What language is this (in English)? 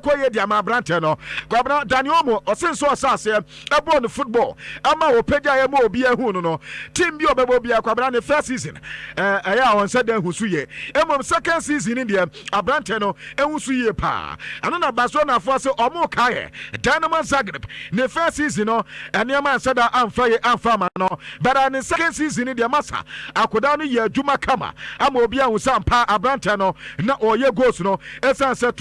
Akan